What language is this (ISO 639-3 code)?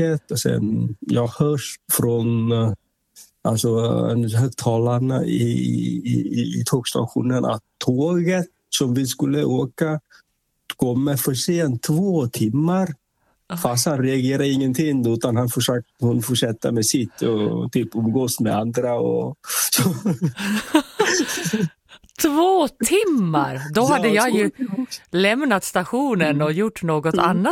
swe